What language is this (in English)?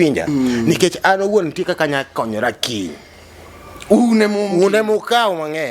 Luo (Kenya and Tanzania)